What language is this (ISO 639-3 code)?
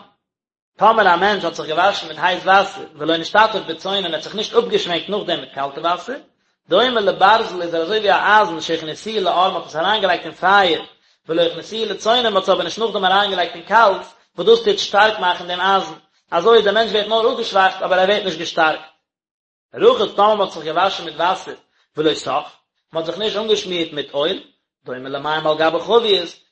yid